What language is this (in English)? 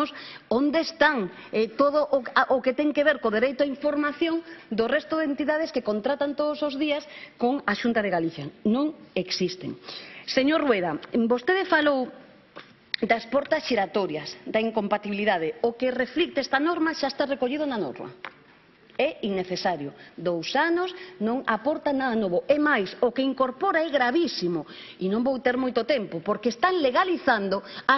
Galician